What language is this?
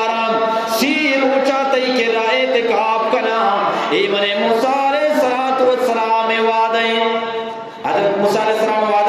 Eastern Balochi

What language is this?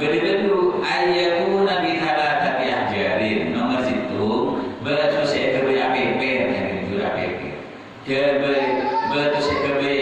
Madurese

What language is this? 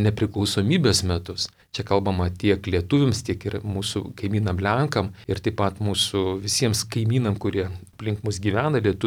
Lithuanian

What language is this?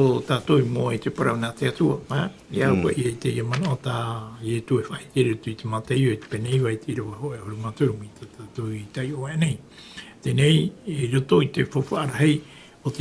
Tahitian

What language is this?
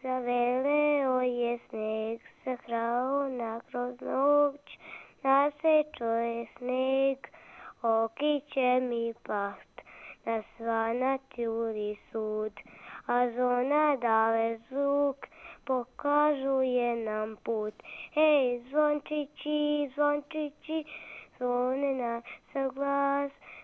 Serbian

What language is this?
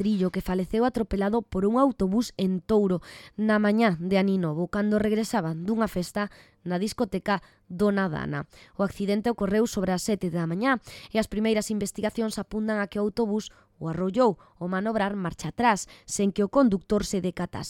Galician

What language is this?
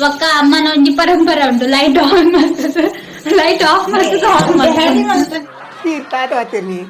Tulu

